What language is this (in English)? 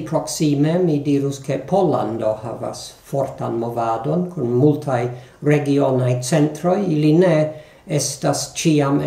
Esperanto